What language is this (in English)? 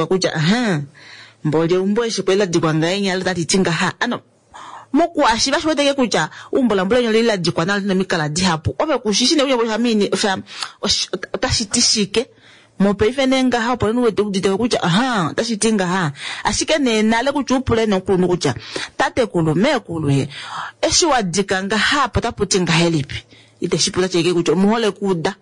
Kuanyama